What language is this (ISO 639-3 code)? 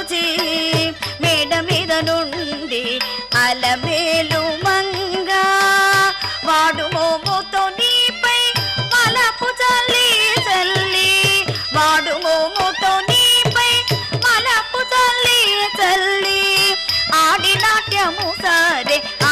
tel